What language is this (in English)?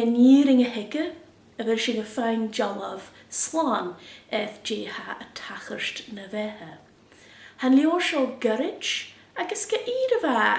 Scottish Gaelic